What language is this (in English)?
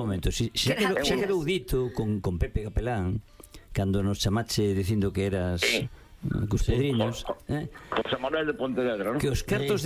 Galician